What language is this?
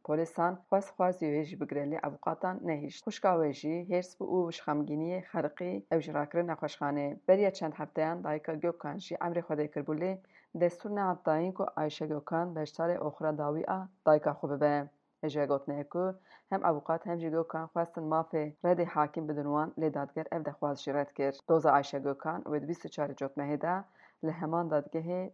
Kurdish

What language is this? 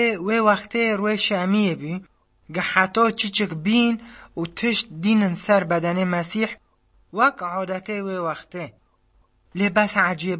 Kurdish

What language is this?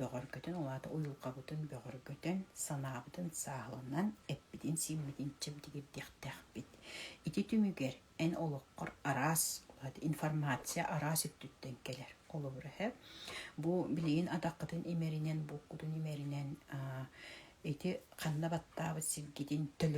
Yakut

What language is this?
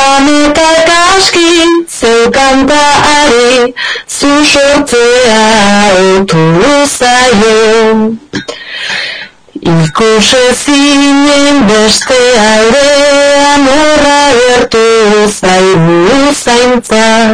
Basque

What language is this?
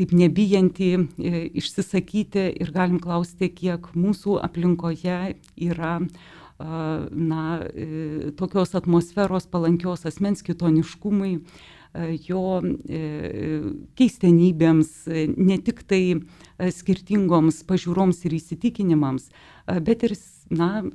Lithuanian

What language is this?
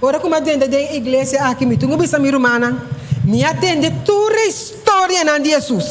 Papiamento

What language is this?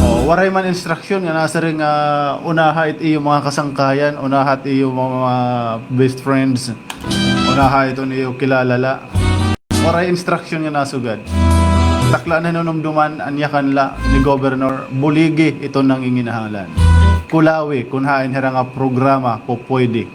Waray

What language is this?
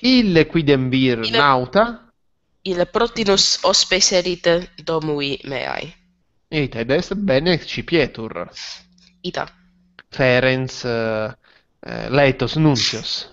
Latin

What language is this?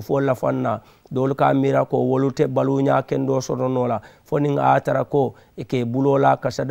Mandingo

